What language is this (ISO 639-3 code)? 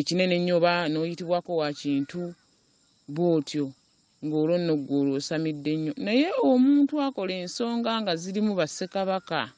lug